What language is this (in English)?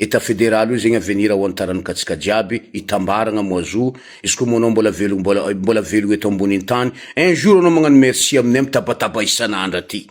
Malagasy